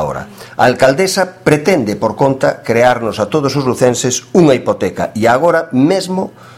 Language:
Galician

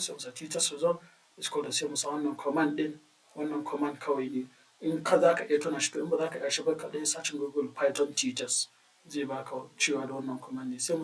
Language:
Hausa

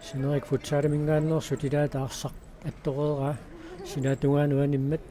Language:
Kalaallisut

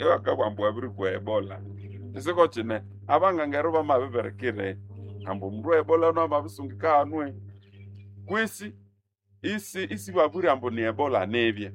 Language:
Nande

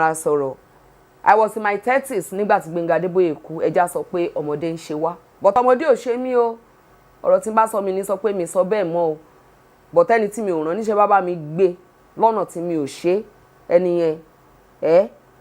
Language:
Yoruba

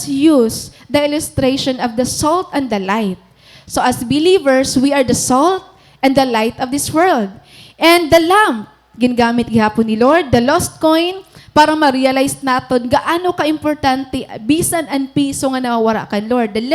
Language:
Waray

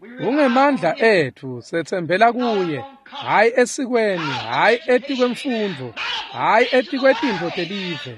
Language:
Swati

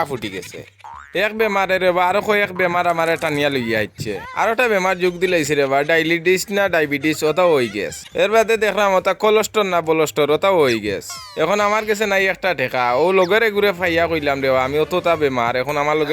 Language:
Sylheti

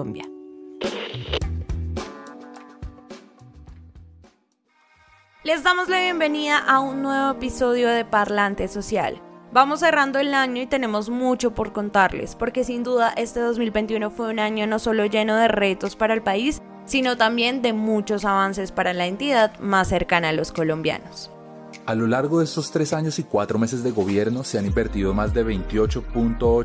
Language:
Spanish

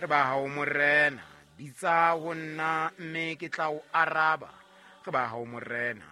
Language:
Southern Sotho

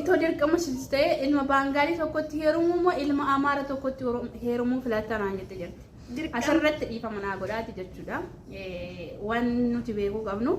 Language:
Oromo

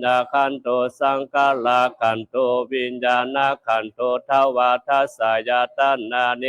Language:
Pali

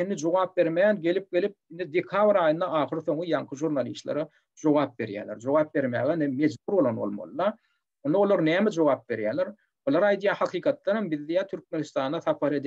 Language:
Turkmen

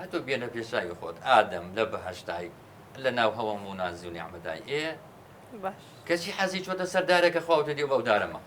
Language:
Central Kurdish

